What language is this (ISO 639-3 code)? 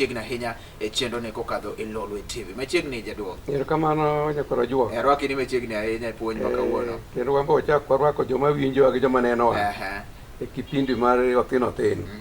luo